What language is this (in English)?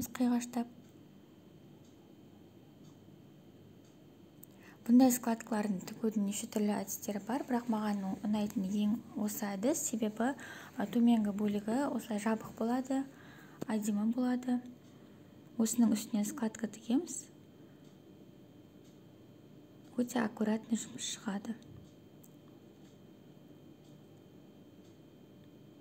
Kazakh